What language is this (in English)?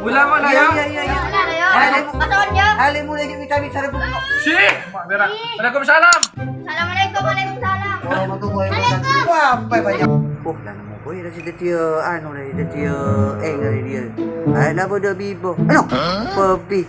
Madurese